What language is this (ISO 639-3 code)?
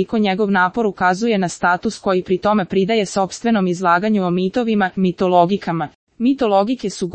srp